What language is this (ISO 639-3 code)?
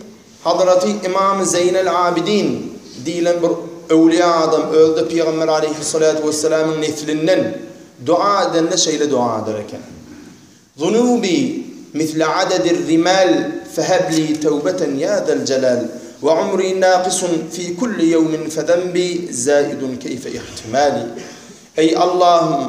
tuk